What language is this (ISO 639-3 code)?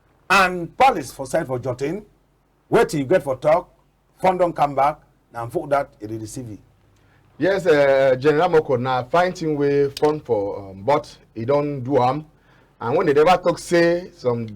wes